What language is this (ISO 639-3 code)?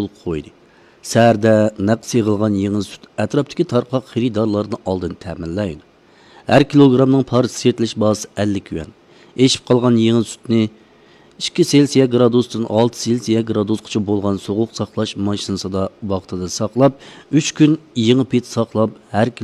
uig